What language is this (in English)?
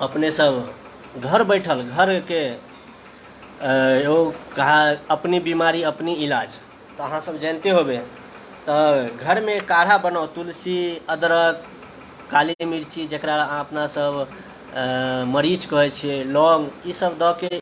Maithili